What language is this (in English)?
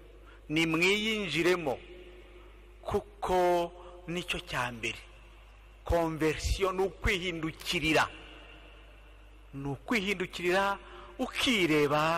Kinyarwanda